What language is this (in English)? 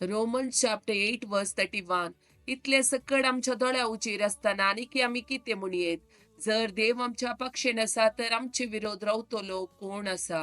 Konkani